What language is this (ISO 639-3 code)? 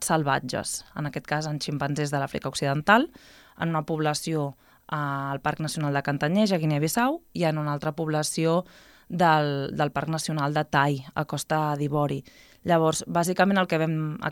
cat